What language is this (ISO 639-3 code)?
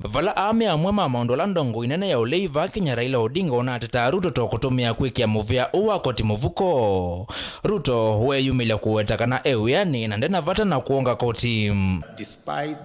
kam